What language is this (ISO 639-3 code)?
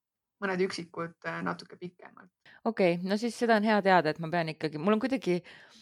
est